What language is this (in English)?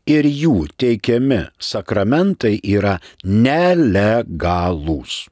Lithuanian